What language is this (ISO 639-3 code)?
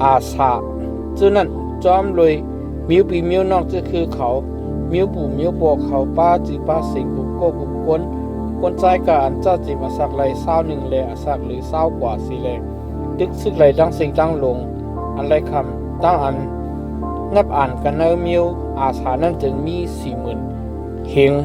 shn